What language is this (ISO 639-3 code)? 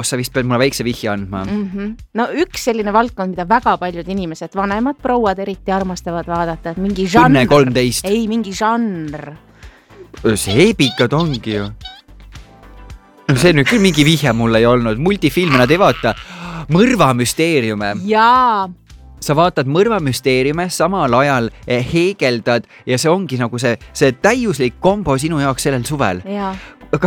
est